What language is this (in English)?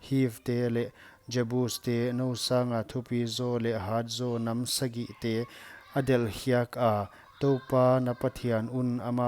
Paite Chin